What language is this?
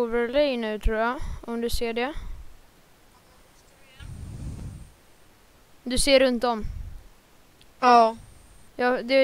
Swedish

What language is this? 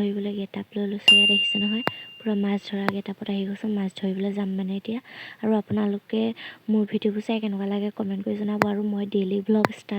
Assamese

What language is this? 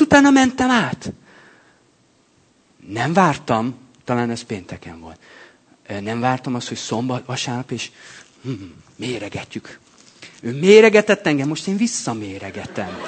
Hungarian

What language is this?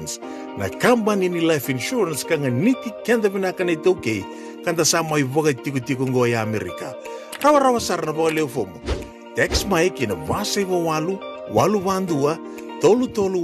Fijian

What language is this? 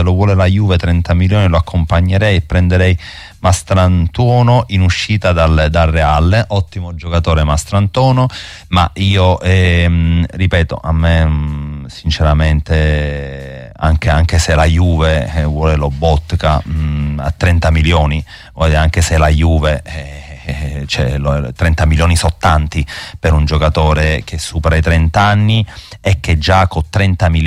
Italian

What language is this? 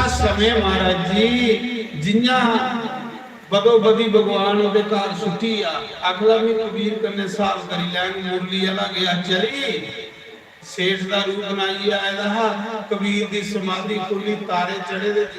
Dogri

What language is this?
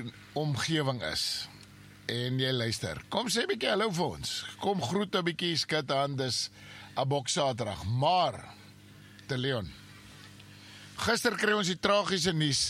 Afrikaans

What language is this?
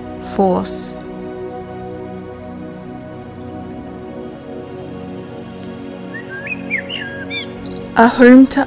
English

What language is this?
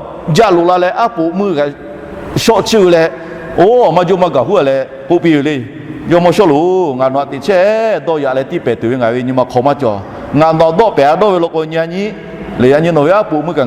Lahu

